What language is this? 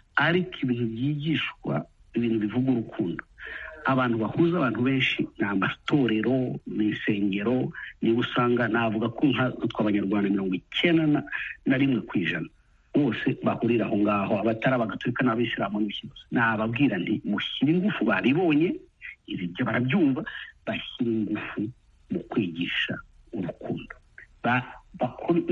Kinyarwanda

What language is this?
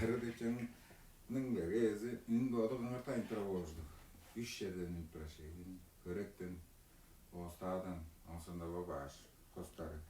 Tuvinian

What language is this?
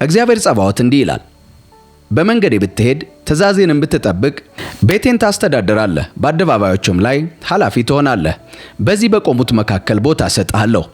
Amharic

